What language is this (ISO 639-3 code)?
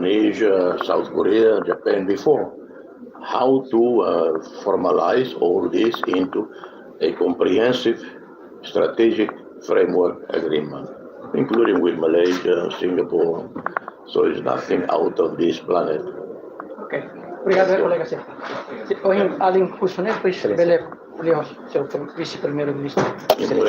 tet